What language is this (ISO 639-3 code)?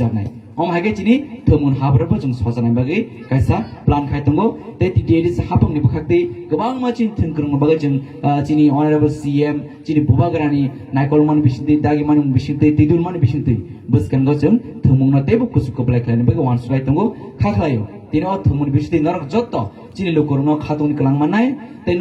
trp